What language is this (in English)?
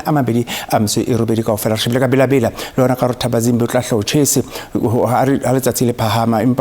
Southern Sotho